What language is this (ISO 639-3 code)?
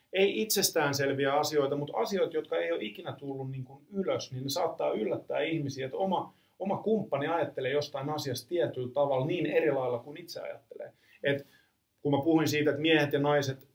fin